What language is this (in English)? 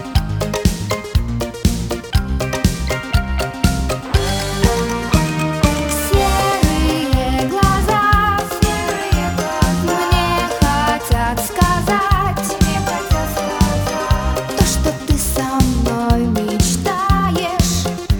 Russian